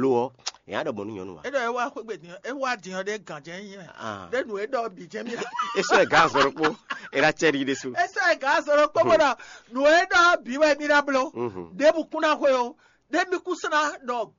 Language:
Fon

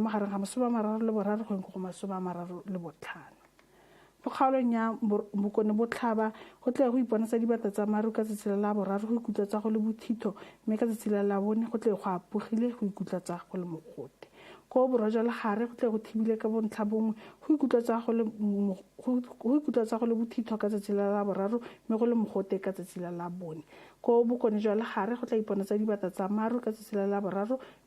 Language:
Tswana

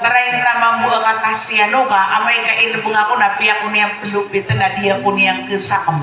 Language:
Maranao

